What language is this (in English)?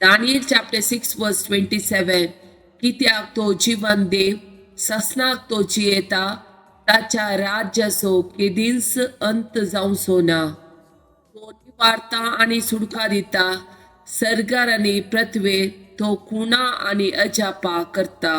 Konkani